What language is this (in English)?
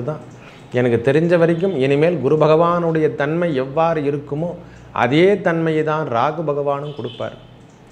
Tamil